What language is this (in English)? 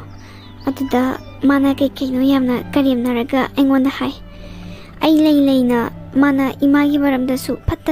Manipuri